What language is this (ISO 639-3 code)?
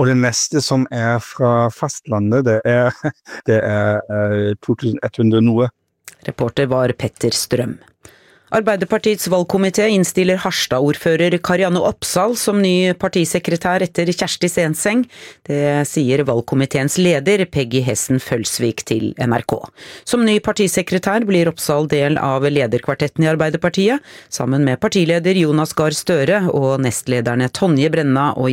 nor